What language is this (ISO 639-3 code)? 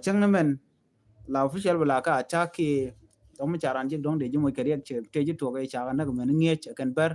nus